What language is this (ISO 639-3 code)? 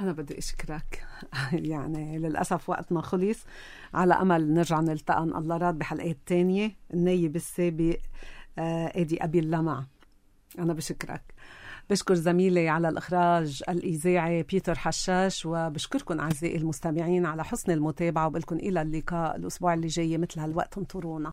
apc